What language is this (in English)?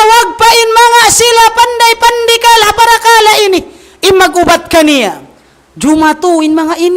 Tausug